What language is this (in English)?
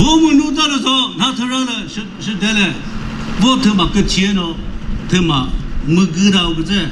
Chokri Naga